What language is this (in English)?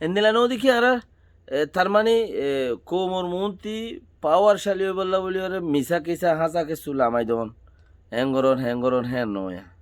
Rohingya